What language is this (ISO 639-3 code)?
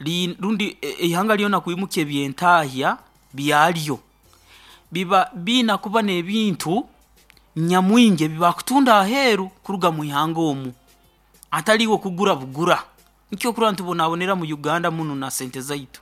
nyo